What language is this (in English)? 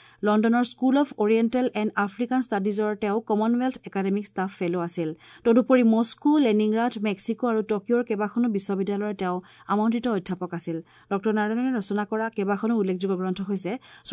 Assamese